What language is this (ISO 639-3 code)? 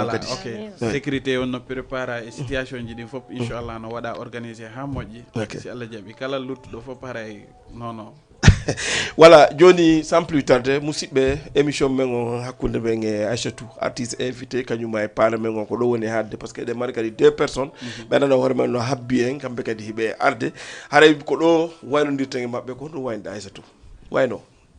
ful